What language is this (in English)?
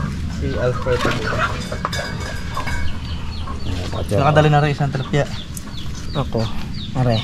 Filipino